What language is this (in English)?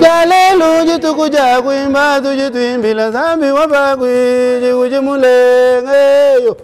Luba-Lulua